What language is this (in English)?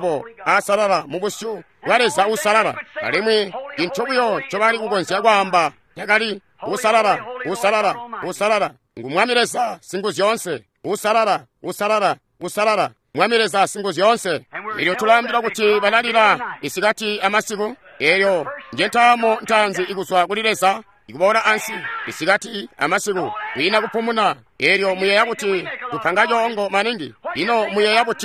Tonga (Zambia)